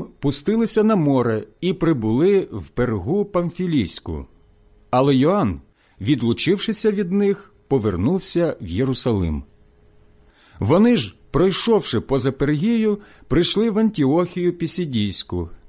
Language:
Ukrainian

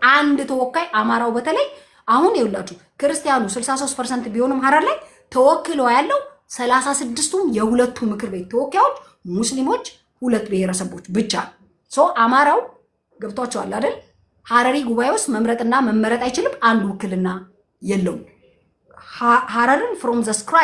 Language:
Amharic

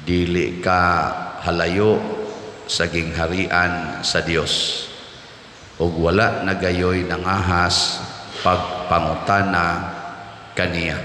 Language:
Cebuano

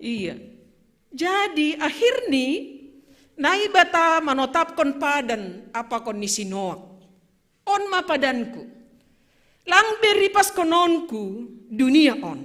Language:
Batak Simalungun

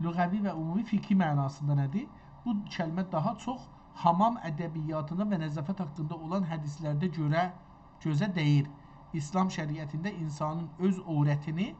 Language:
South Azerbaijani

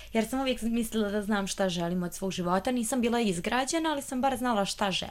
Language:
Bosnian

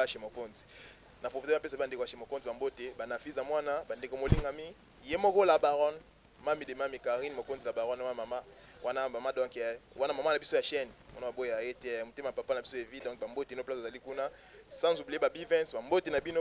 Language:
Lingala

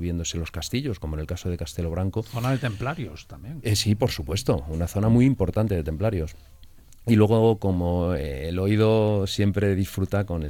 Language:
Spanish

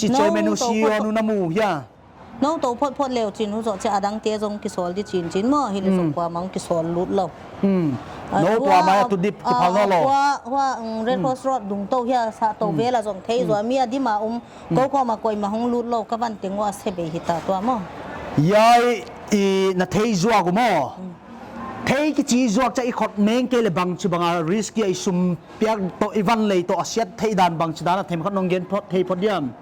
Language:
Paite Chin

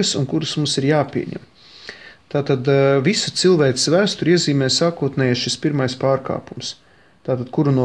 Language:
Latvian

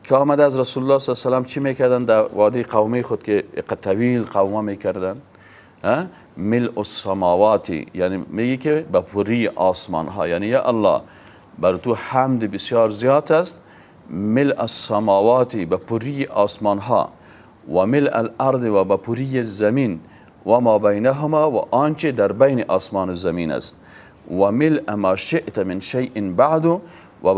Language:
Persian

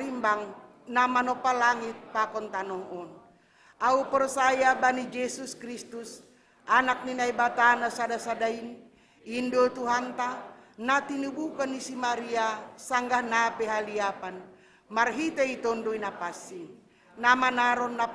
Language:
Batak Simalungun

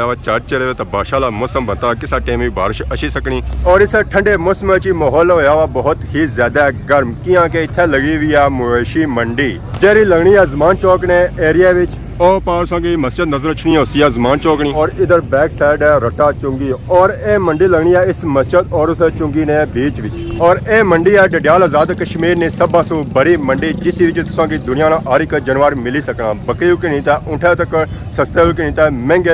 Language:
Pahari-Potwari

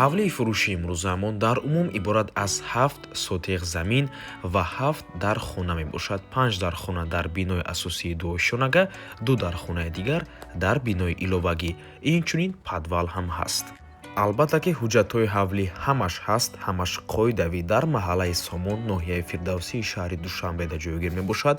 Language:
Tajik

